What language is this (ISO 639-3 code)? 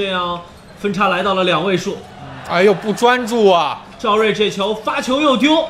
zho